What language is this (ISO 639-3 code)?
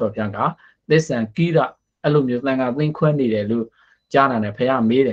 mya